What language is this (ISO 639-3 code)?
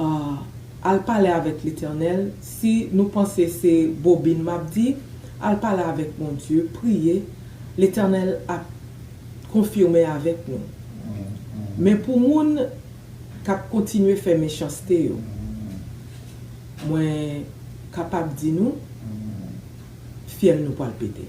hat